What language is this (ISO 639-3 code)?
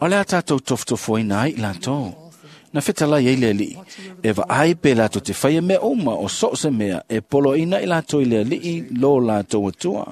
smo